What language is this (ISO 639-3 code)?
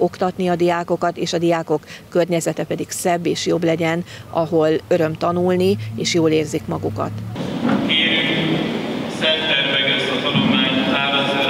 hun